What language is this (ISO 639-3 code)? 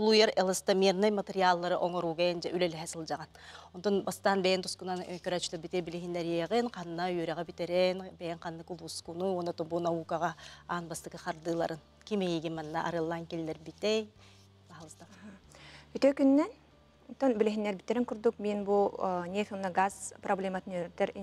sah